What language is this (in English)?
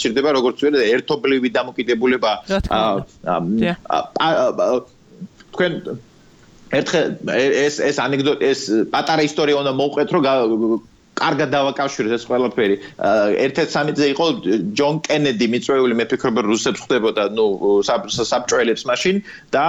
Georgian